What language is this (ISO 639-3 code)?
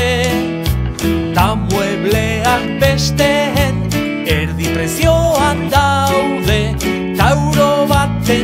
eus